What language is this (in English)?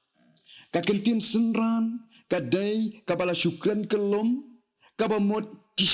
Khasi